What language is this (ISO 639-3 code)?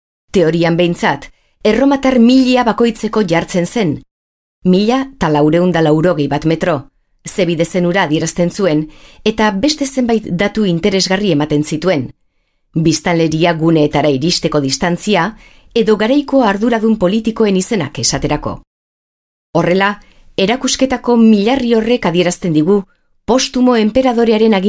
eus